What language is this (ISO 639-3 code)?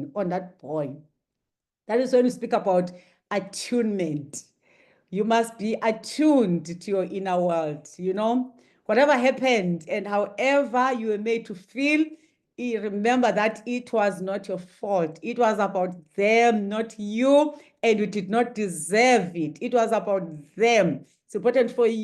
eng